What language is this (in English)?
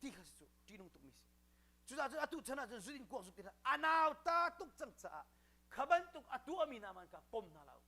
Hakha Chin